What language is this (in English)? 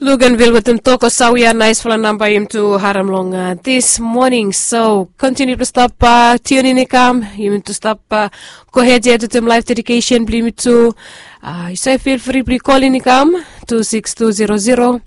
Bislama